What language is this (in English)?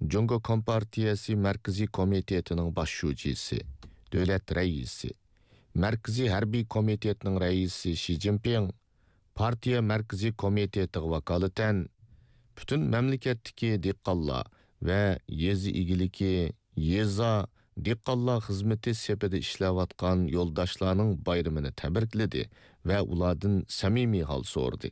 Uyghur